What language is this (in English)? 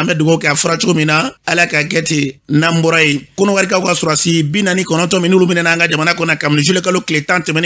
Bambara